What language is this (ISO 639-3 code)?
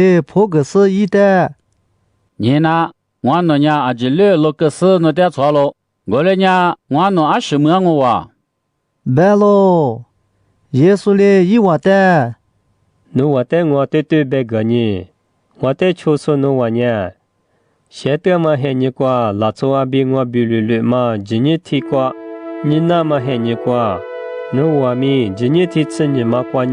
lis